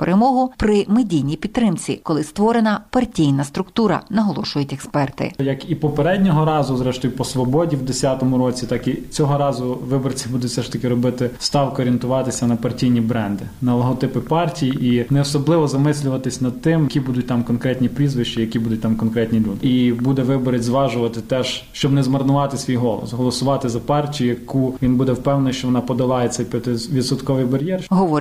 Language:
Ukrainian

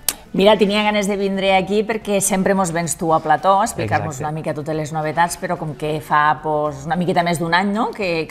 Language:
Catalan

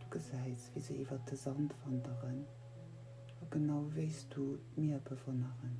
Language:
Luxembourgish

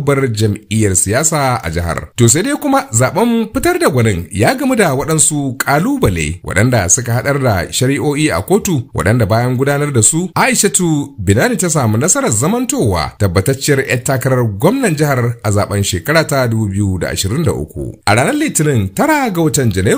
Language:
Hausa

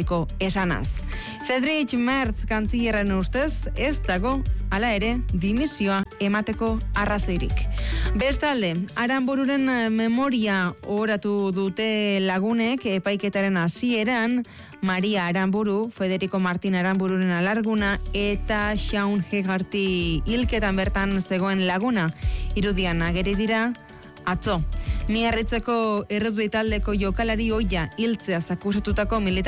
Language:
Basque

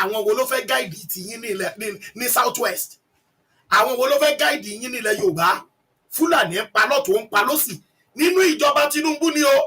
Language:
Yoruba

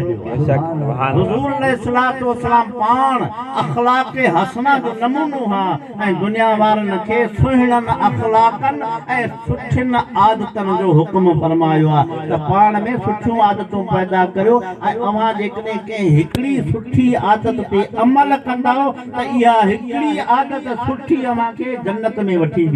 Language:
Sindhi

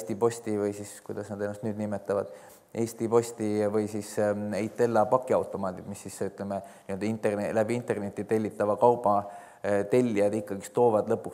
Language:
Estonian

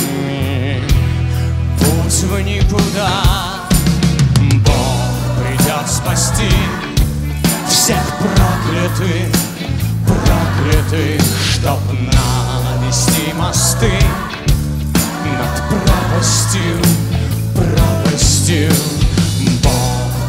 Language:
Russian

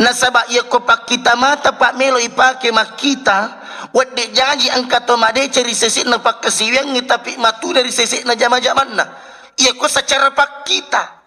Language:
Buginese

